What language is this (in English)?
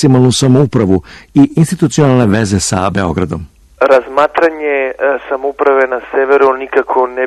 Serbian